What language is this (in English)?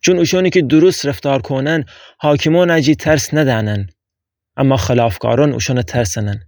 Gilaki